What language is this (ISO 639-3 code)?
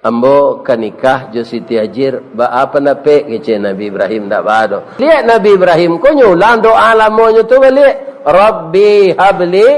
min